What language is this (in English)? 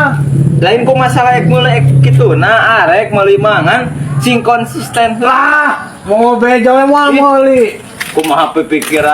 Sundanese